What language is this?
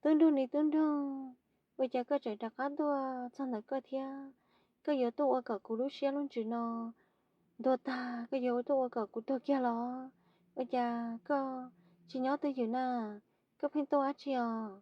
Hmong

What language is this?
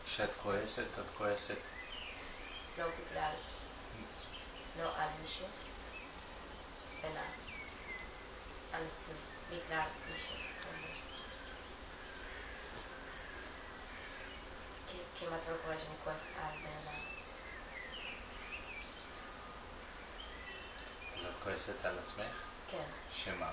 Hebrew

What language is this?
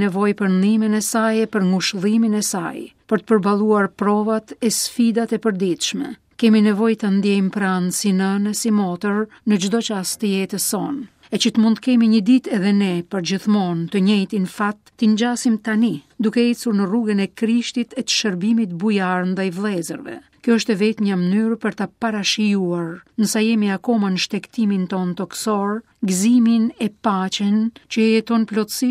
Albanian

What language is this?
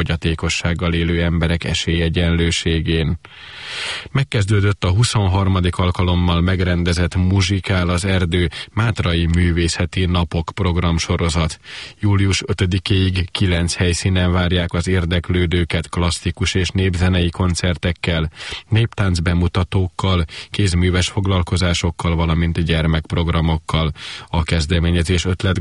Hungarian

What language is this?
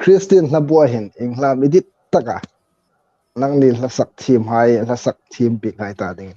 Hmar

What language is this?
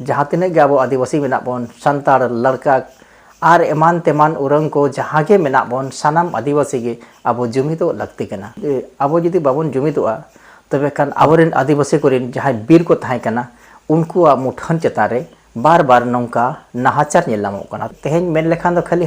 Santali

